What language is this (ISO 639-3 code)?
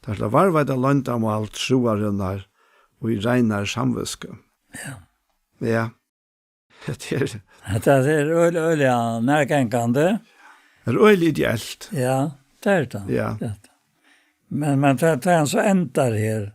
fao